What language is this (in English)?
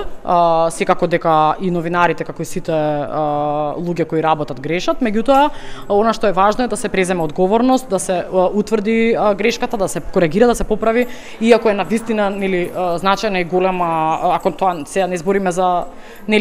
Macedonian